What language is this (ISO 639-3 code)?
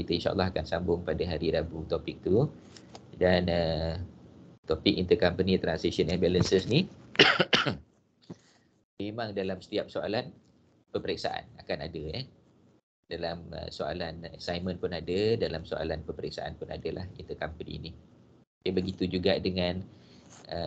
msa